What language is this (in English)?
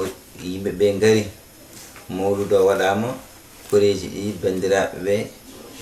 Fula